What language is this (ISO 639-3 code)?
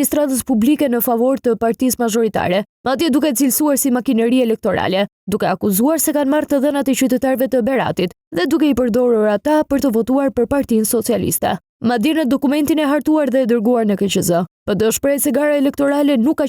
sqi